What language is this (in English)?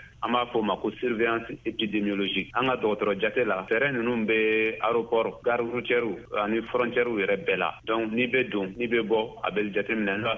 Bambara